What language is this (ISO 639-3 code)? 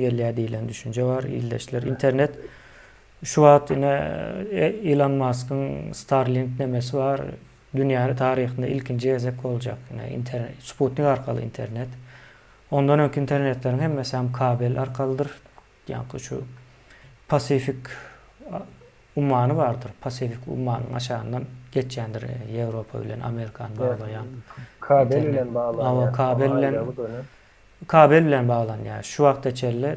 tuk